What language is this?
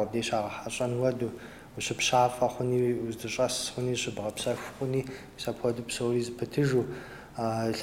Kabardian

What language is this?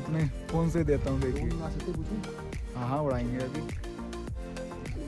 Hindi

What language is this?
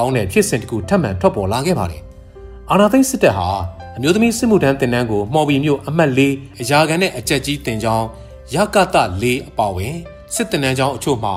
Burmese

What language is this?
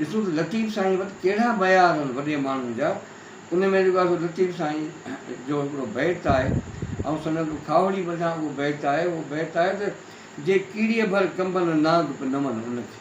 Sindhi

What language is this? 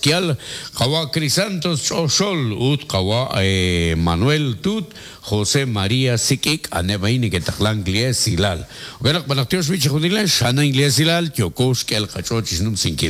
Kekchí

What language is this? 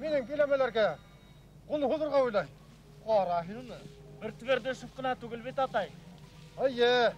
Bashkir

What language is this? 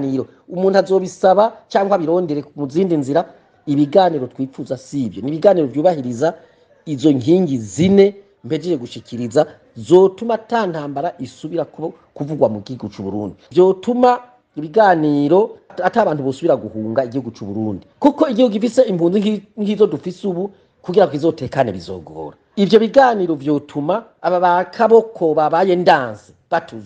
Rundi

